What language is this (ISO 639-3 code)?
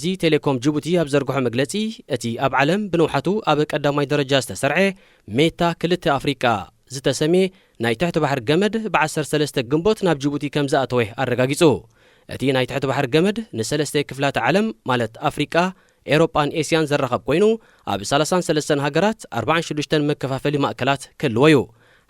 tir